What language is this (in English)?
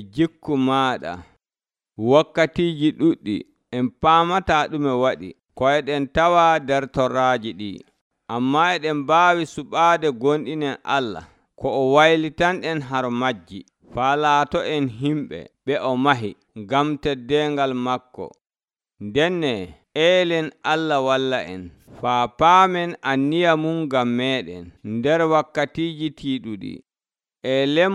Nigerian Fulfulde